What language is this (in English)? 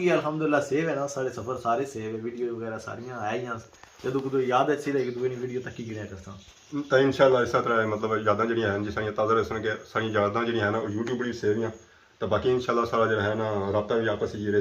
Pahari-Potwari